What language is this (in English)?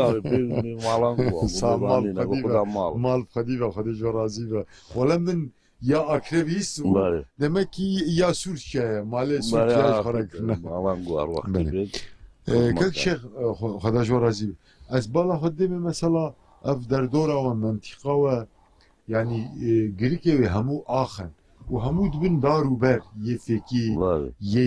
Kurdish